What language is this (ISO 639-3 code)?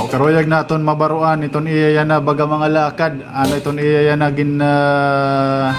war